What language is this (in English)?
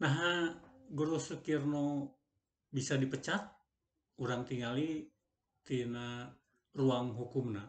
Sundanese